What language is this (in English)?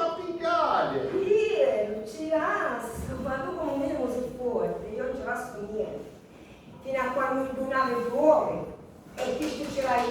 Sicilian